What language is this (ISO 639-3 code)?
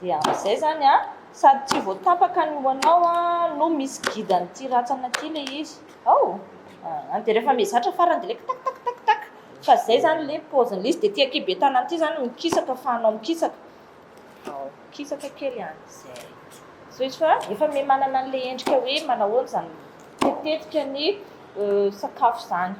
mlg